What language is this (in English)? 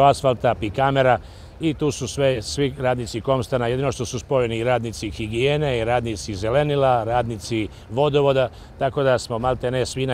Serbian